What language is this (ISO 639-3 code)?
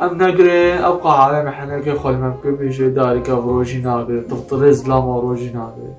kur